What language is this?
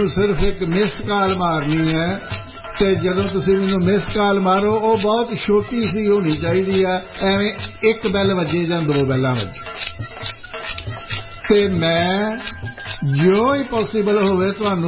Punjabi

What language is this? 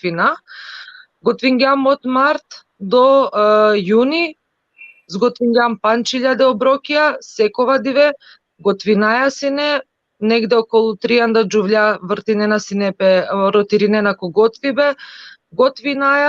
Balkan Romani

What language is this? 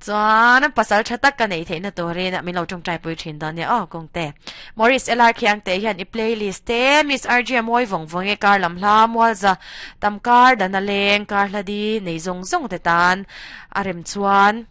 Mizo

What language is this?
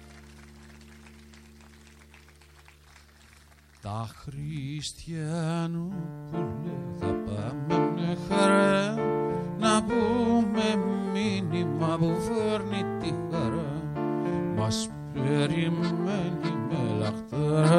Greek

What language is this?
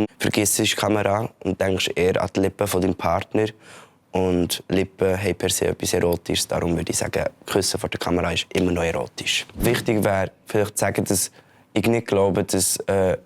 Swiss German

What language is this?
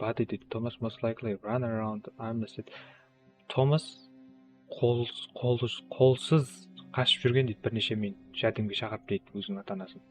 Kara-Kalpak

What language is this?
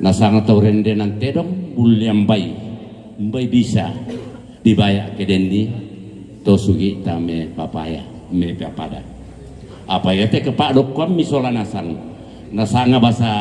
Toraja-Sa'dan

